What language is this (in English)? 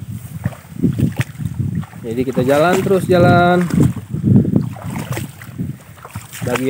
Indonesian